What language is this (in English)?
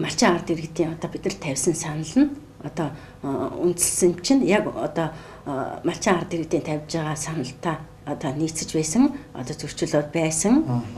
Mongolian